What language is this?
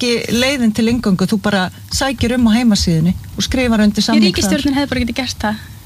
Icelandic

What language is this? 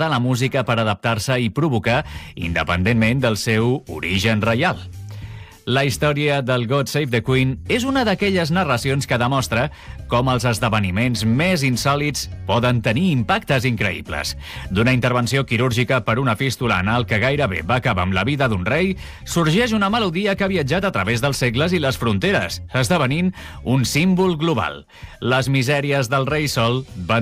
Catalan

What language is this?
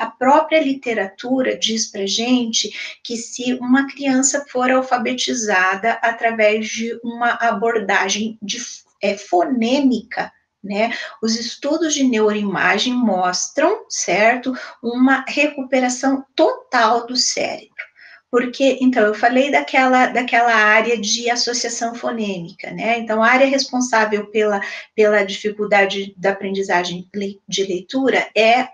Portuguese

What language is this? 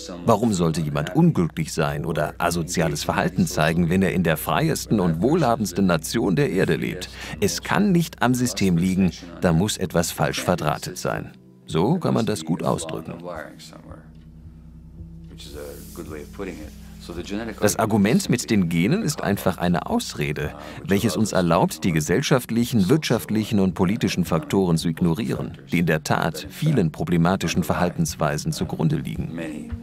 German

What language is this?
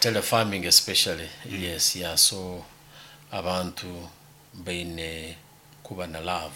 Nyankole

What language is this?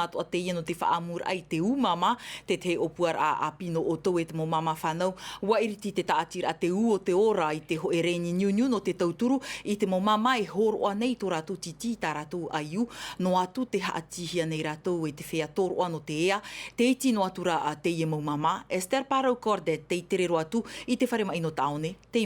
Tahitian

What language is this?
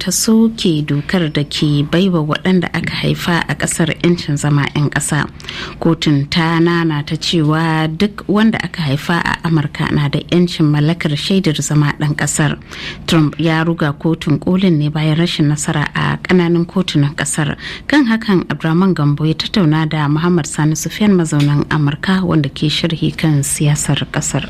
Hausa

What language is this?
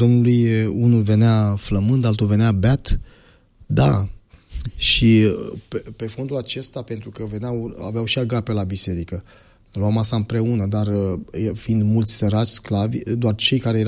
Romanian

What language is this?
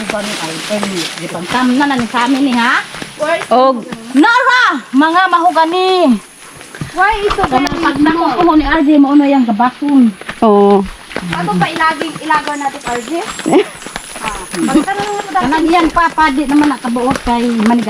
Cebuano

